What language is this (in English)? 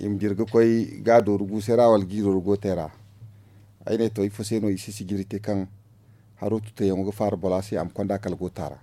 Zarma